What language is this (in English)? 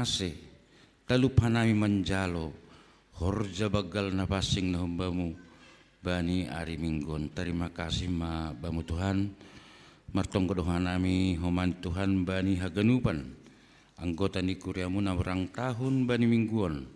Batak Simalungun